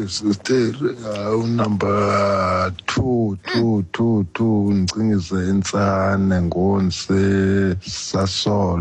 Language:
Xhosa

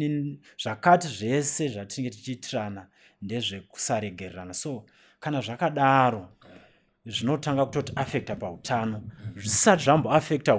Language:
Shona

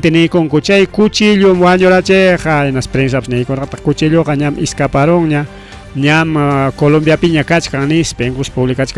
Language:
Ayacucho Quechua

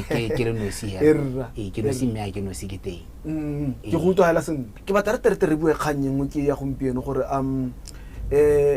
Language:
Tswana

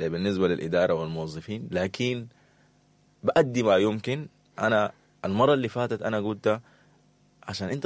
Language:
Sudanese Arabic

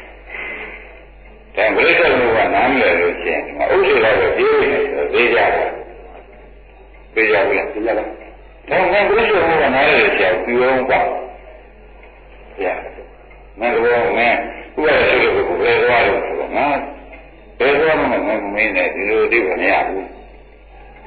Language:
Burmese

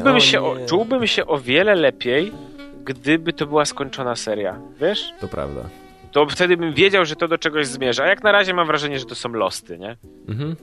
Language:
Polish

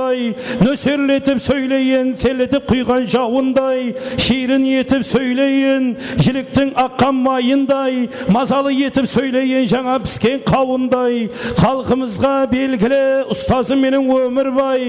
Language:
Kara-Kalpak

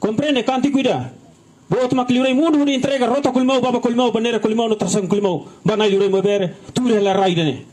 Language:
Tetum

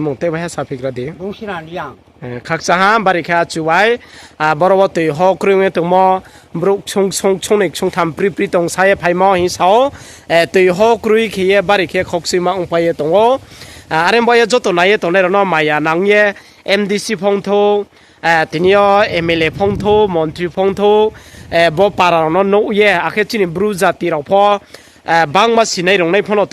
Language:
Riang (India)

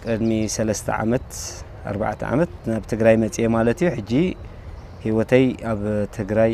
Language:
Tigrinya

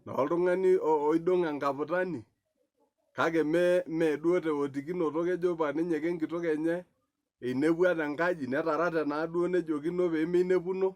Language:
Masai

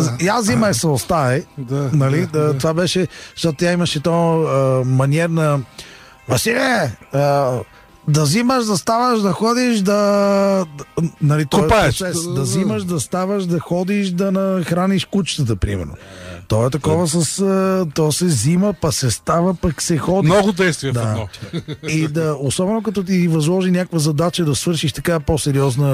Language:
Bulgarian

